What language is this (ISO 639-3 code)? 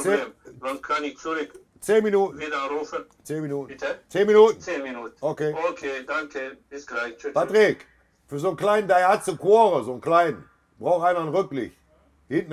deu